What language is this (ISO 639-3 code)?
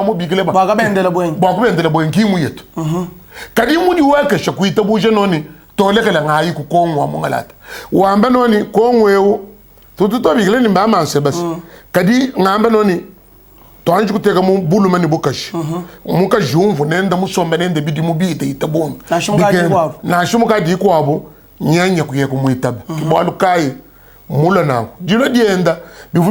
lua